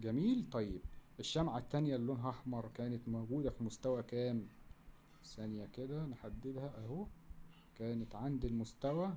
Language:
Egyptian Arabic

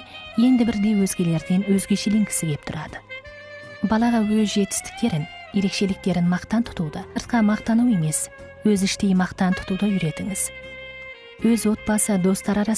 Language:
Kazakh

